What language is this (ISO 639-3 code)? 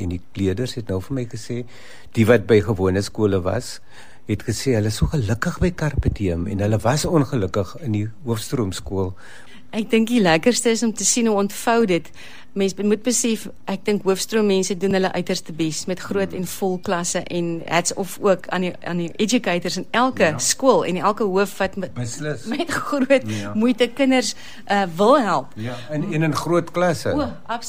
afr